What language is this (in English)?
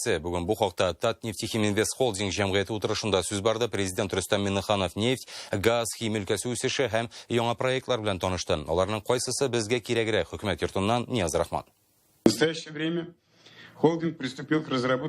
Tatar